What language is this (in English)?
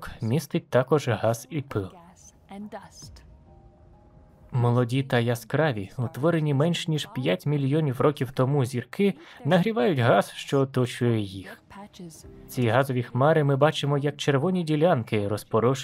Ukrainian